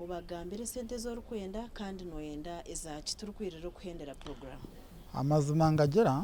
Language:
Nyankole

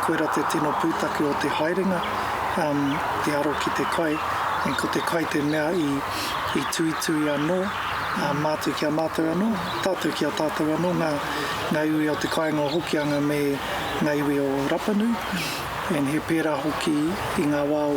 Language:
Māori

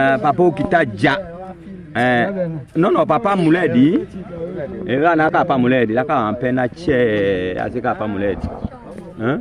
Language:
Tetela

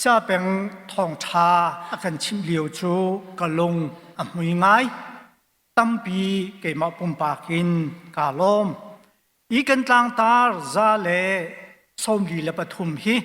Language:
Hakha Chin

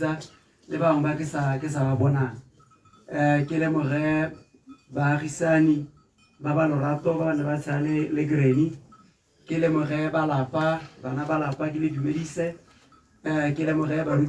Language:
Tswana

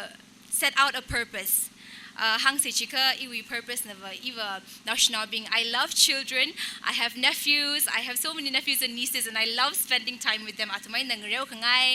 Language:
Tangkhul Naga (India)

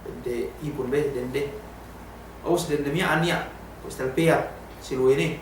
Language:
Yakan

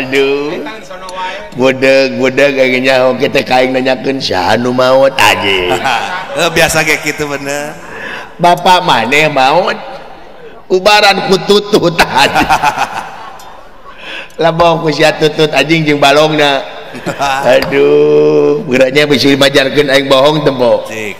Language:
Sundanese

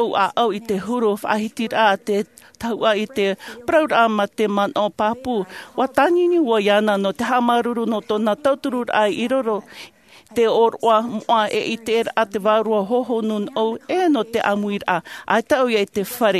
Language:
Tahitian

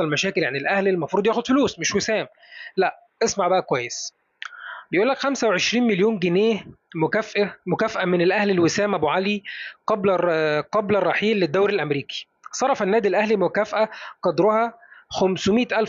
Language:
Egyptian Arabic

